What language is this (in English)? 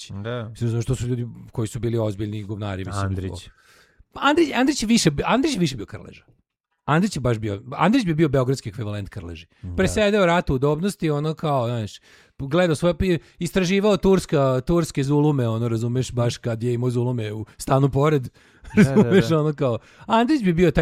Serbian